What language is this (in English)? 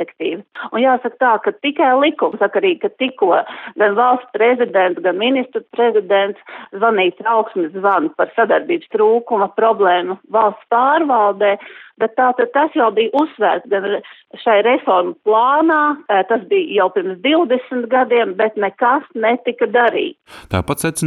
Latvian